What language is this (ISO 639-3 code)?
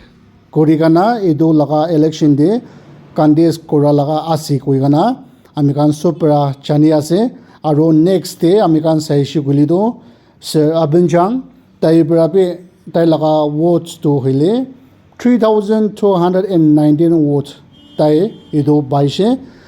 nag